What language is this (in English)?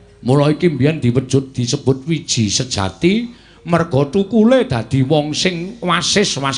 Javanese